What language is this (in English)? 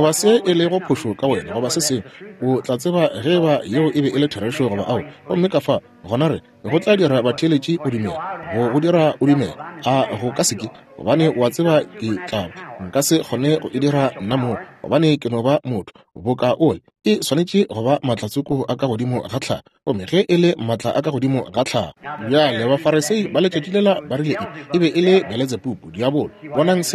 Northern Sotho